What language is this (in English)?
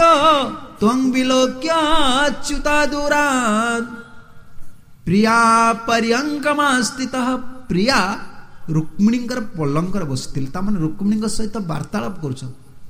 Odia